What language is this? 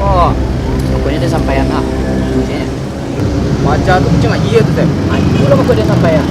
Minangkabau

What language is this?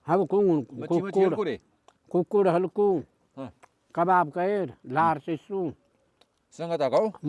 Brahui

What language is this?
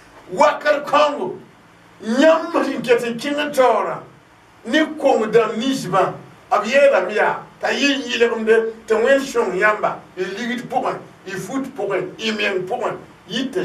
Mossi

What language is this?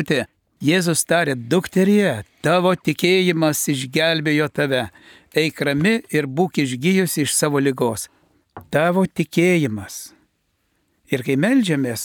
Lithuanian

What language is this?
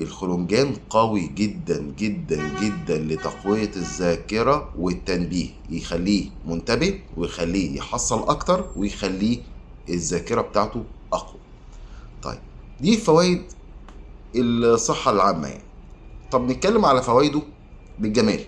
Egyptian Arabic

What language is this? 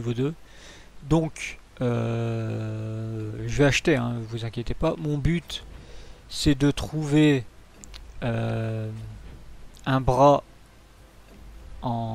French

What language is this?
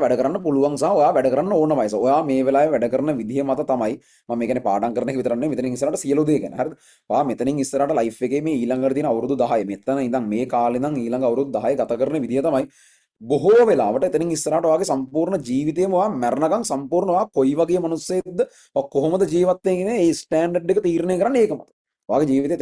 Sinhala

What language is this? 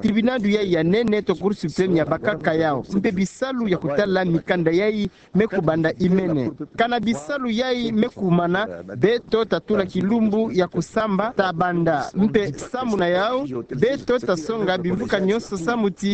Kituba (Democratic Republic of Congo)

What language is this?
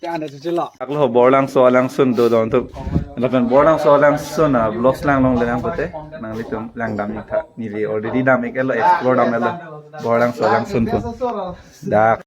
Karbi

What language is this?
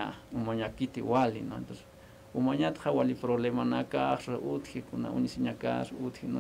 Aymara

